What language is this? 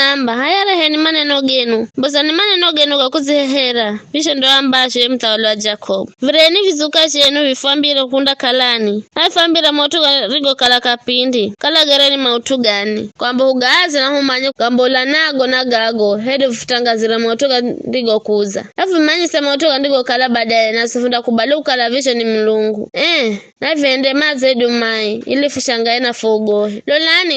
Giryama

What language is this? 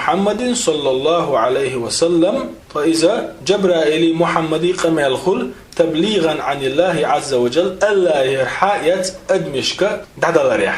Chechen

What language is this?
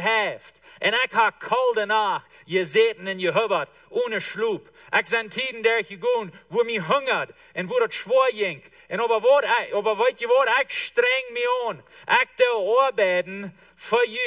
Plautdietsch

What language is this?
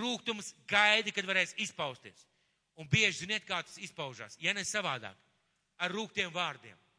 Latvian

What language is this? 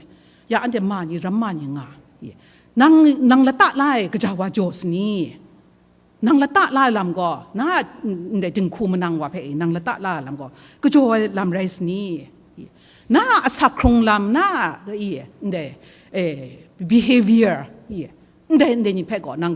Kachin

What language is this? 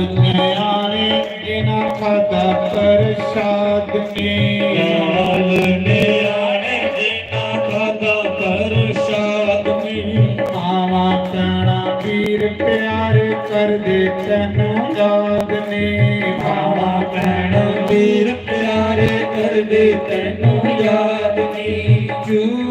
Dogri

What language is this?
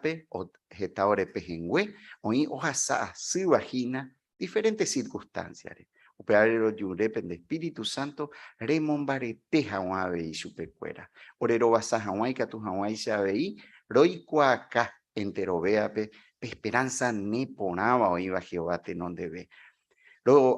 Guarani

